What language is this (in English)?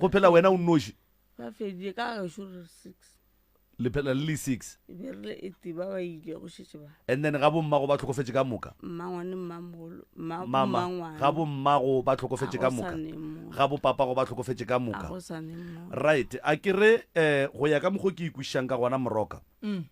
Northern Sotho